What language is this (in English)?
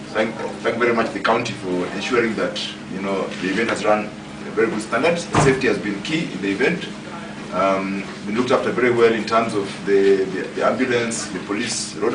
Kamba